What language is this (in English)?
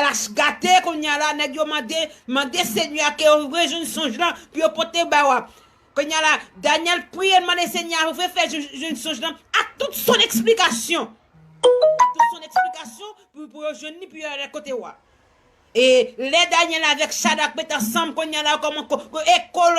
Haitian Creole